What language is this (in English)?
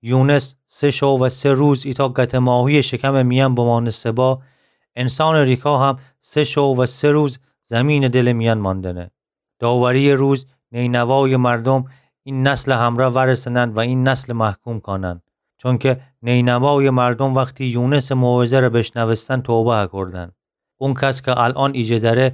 Gilaki